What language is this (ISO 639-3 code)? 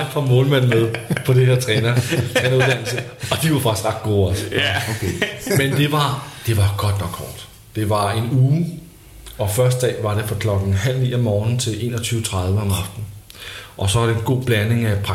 dan